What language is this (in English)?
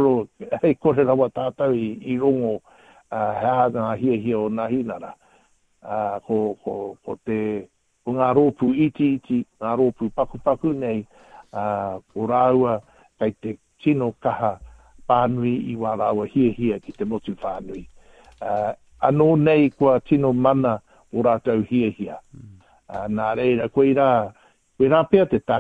Māori